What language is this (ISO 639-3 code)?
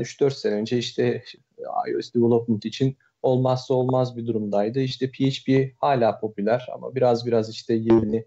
tur